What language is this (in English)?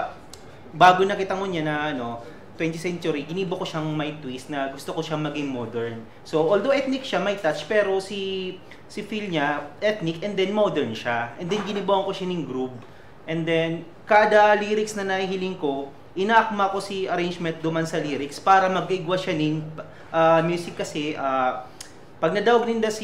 Bikol